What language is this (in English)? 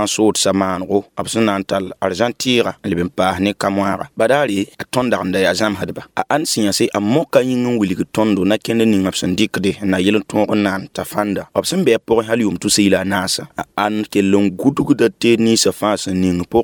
Mossi